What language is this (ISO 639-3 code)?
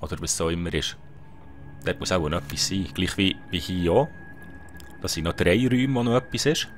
gsw